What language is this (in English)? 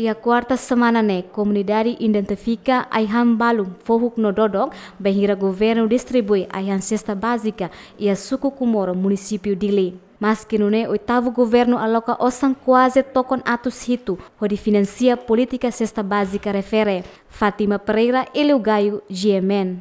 Tetum